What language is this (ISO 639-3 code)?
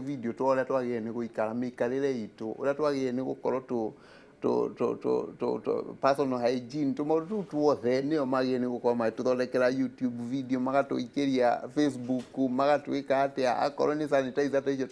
kik